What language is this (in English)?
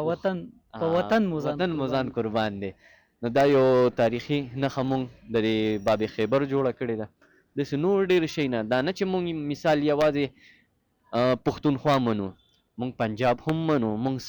Pashto